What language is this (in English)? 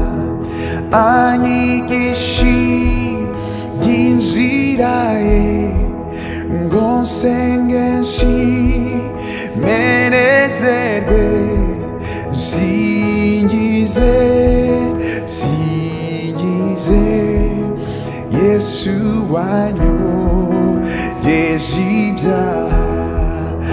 Kinyarwanda